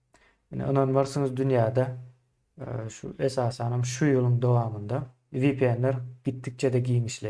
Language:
Turkmen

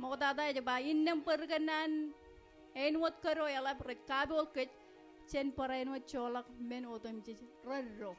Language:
Marshallese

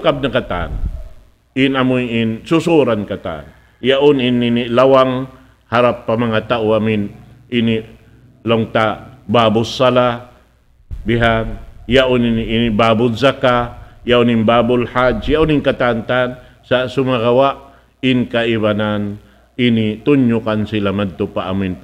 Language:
Tausug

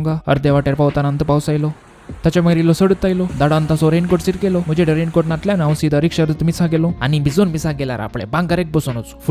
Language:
Konkani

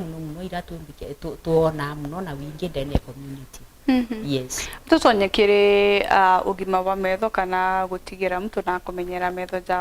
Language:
Meru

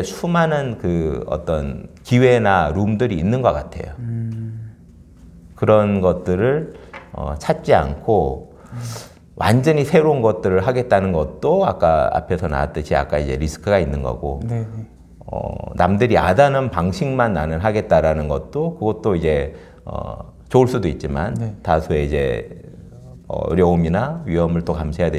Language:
Korean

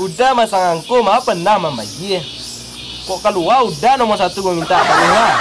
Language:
Minangkabau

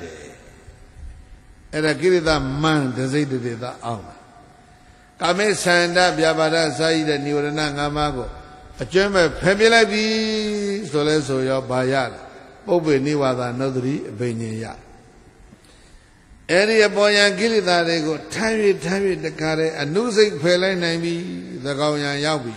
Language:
Burmese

